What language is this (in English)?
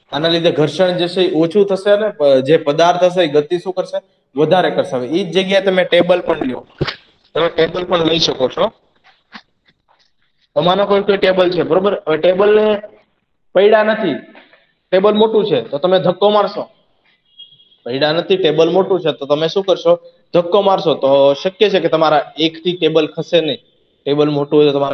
Gujarati